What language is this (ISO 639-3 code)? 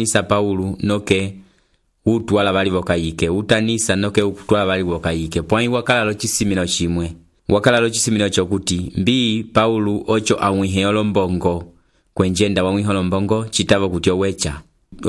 umb